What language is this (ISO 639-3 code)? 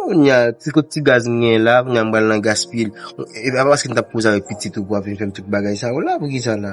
hat